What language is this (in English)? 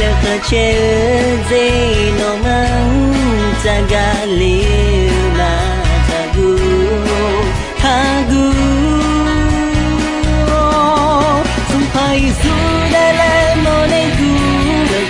Akha